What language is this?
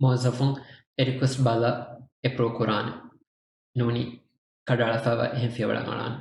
Divehi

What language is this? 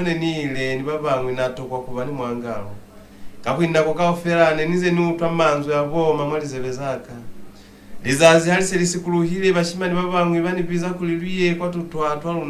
Lozi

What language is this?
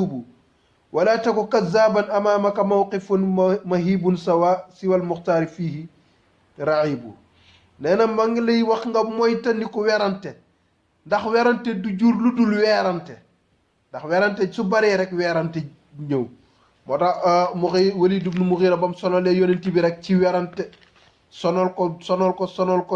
Wolof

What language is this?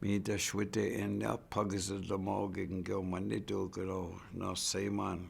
Chippewa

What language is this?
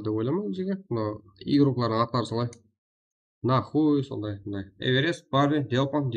Kara-Kalpak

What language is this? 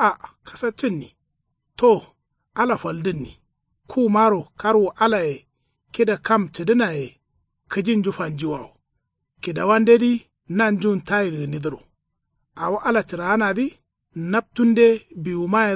Kanuri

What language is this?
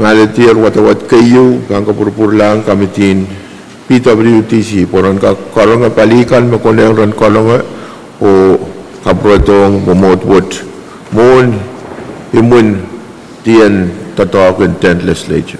Pohnpeian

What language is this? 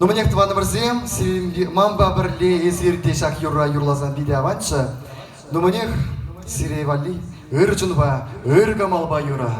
Chuvash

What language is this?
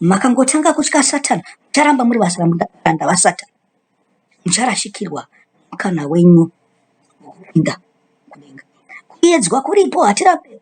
Shona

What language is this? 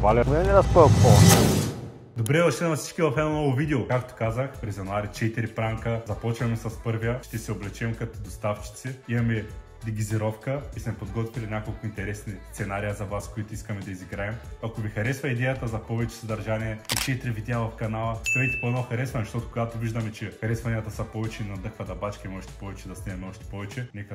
Bulgarian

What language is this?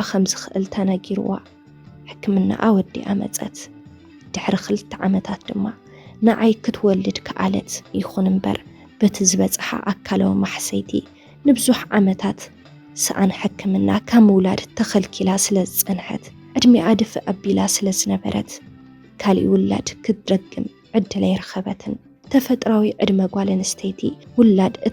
Tigrinya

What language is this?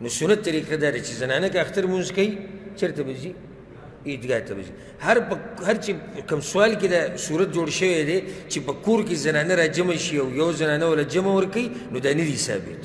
Pashto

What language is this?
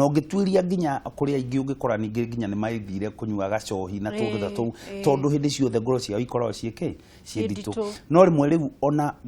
Kikuyu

